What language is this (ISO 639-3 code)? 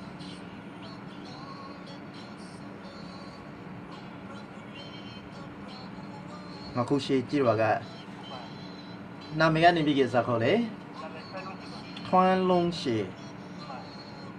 mya